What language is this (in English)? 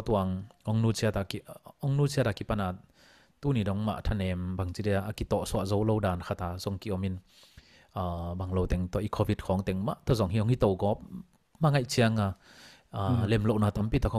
Tedim Chin